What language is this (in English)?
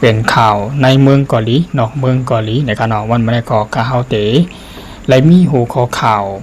Shan